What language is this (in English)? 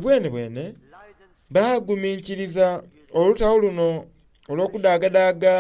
Soga